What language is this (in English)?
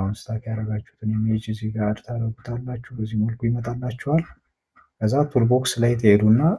Amharic